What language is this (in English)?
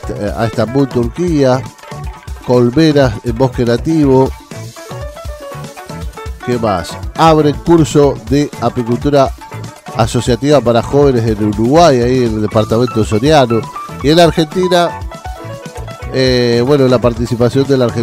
Spanish